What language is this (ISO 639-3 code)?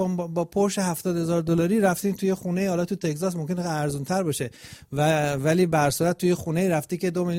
fas